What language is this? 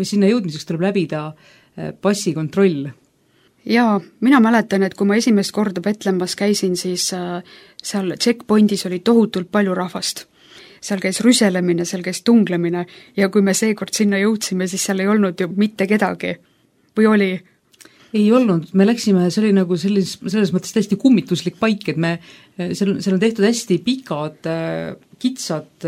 Estonian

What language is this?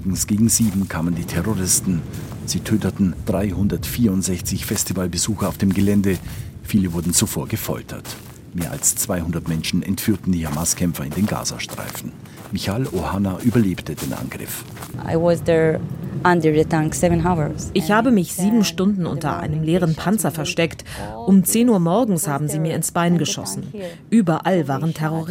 German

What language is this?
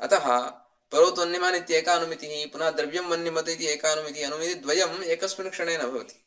Sanskrit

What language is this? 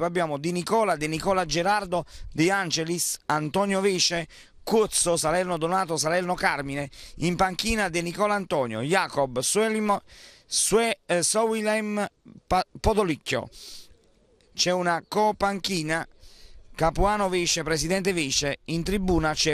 Italian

